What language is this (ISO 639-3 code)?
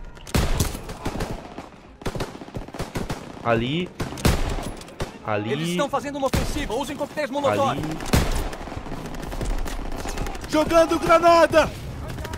por